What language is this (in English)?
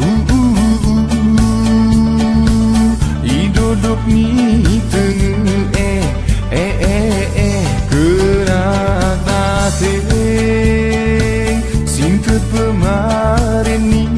Gayo